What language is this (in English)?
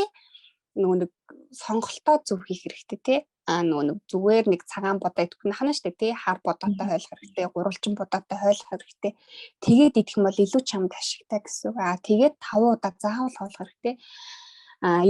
Mongolian